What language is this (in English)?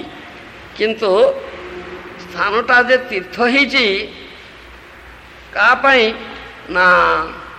Odia